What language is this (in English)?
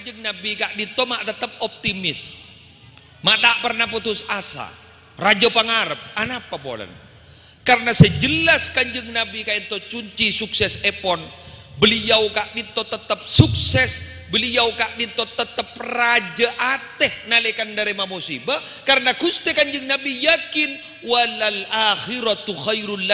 Madurese